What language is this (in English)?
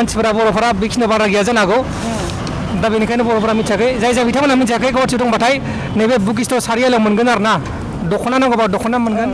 Bodo